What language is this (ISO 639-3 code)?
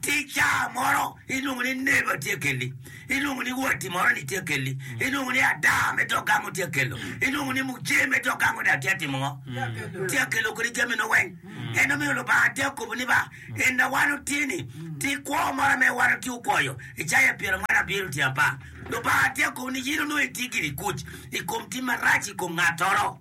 ach